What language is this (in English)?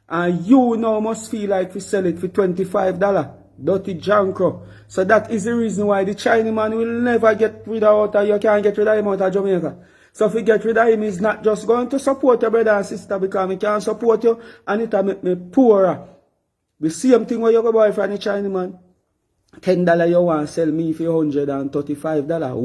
Jamaican Creole English